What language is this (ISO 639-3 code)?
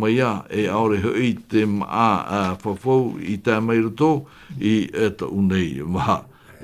tah